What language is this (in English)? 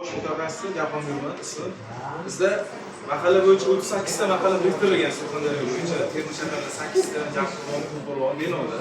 Uzbek